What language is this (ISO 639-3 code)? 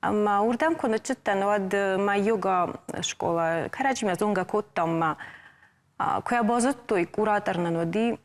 oss